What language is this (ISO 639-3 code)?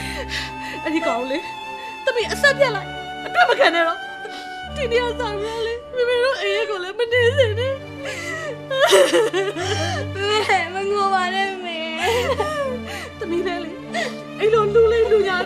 mya